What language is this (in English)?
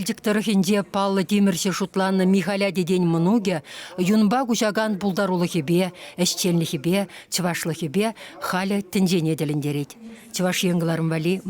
Chuvash